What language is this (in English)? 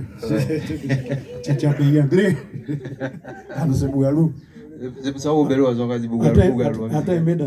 Guadeloupean Creole French